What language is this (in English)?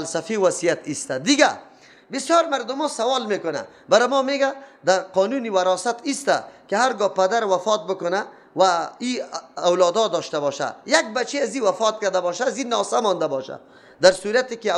Persian